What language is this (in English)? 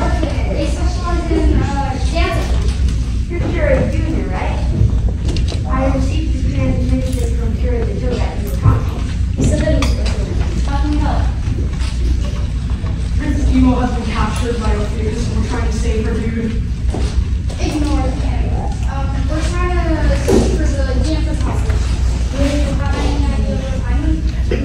English